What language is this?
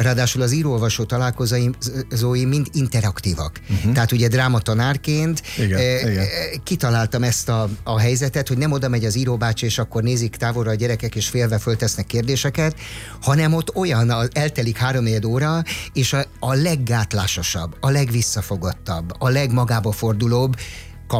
Hungarian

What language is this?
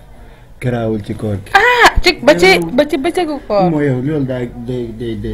Wolof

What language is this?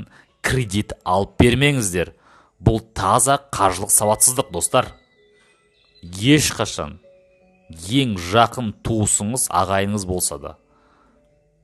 Kazakh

